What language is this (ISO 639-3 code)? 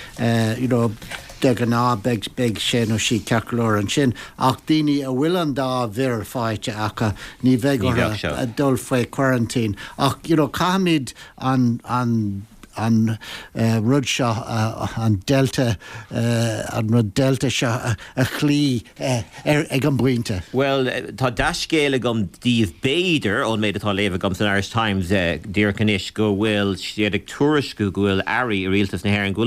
gle